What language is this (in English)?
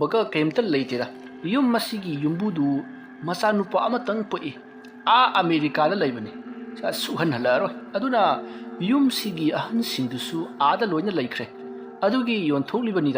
Manipuri